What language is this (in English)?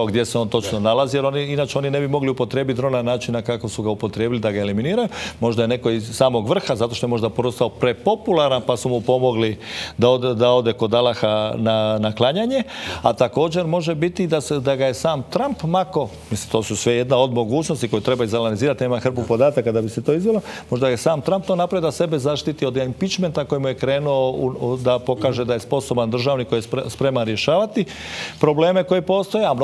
Croatian